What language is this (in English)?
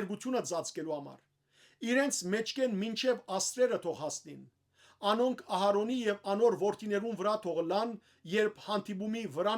Western Armenian